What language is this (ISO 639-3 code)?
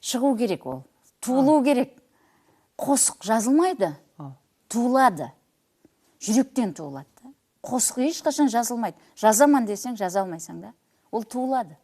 kaa